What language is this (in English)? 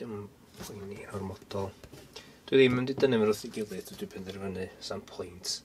Welsh